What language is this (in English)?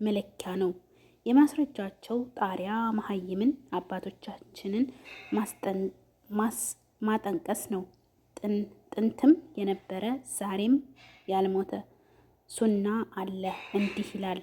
Amharic